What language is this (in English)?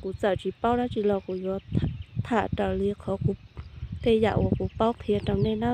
Hmong